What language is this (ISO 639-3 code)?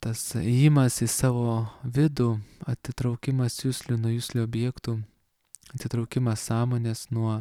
lit